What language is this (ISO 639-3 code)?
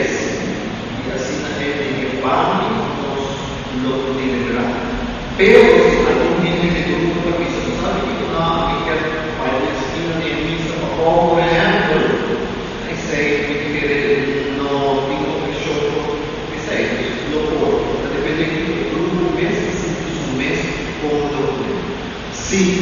pap